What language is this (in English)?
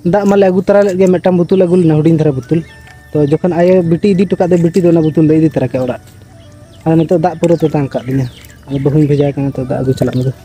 Santali